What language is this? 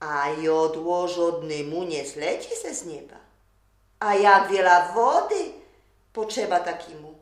Silesian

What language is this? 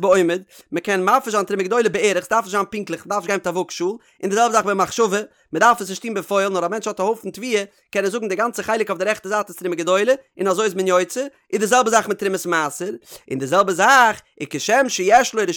Yiddish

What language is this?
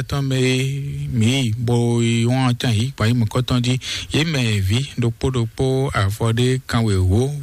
Fon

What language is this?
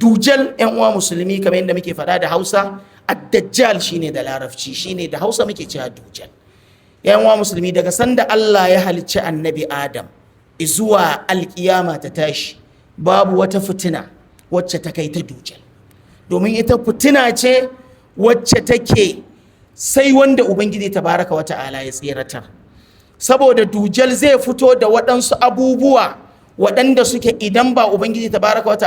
Hausa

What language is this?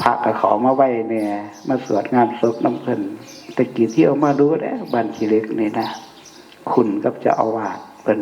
Northeastern Thai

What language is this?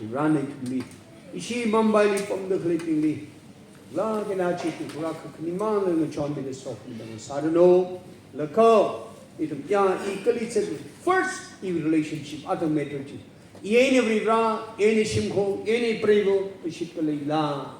Tangkhul Naga (India)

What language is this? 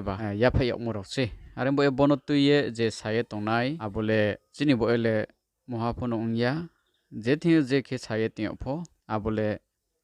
Riang (India)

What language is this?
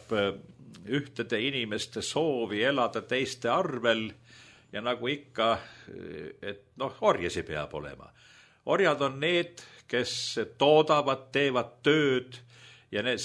Estonian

